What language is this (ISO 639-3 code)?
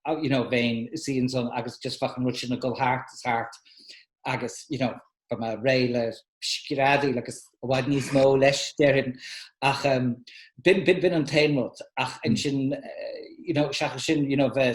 gle